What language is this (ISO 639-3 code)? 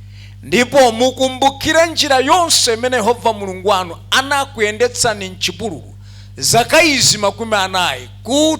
nya